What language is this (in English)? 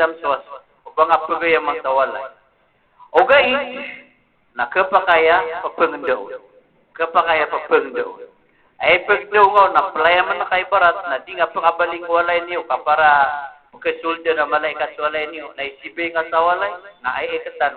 Maranao